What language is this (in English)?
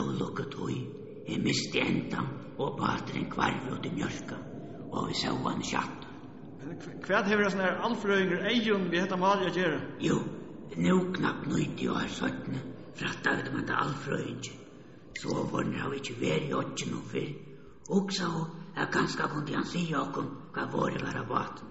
Faroese